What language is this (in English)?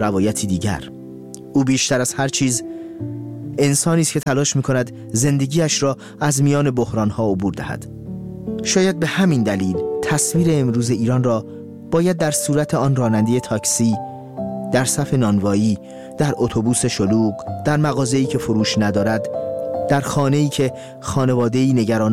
Persian